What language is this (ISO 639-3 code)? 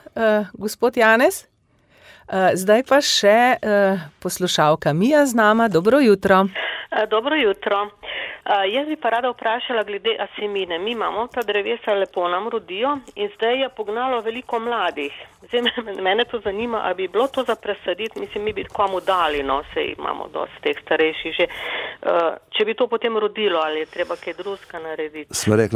slv